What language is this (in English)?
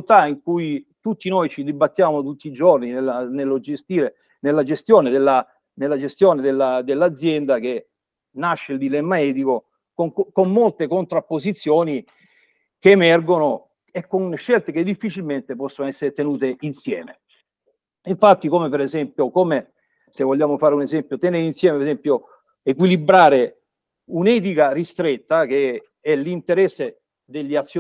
Italian